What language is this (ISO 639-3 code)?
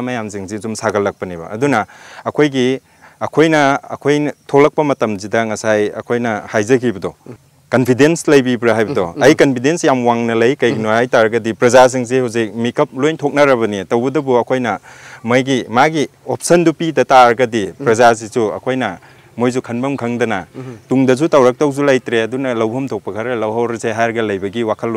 mni